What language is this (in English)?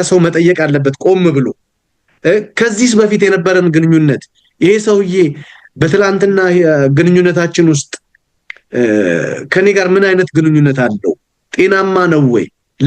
Amharic